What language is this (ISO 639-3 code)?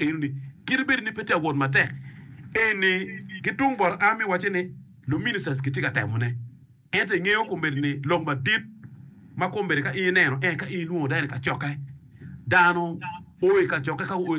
ach